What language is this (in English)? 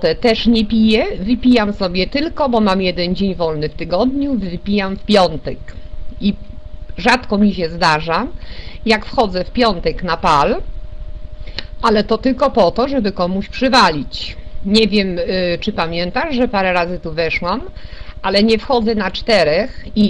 Polish